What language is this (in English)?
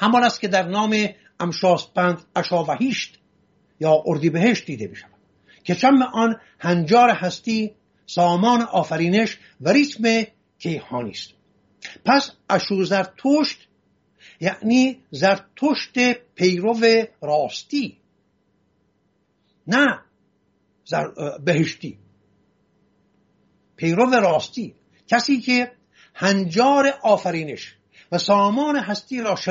Persian